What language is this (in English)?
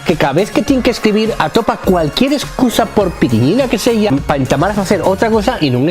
Asturian